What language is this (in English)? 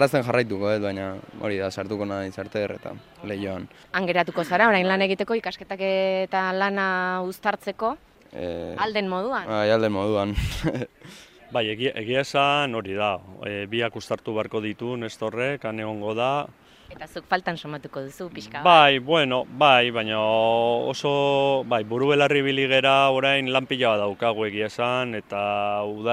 Basque